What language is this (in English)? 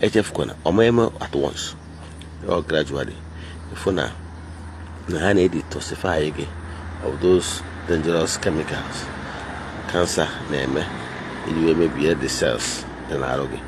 Igbo